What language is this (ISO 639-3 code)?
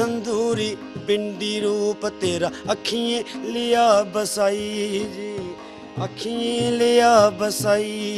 doi